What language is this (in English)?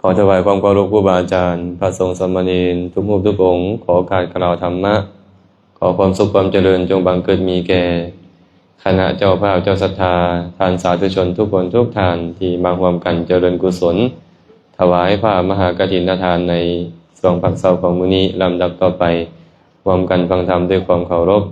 Lao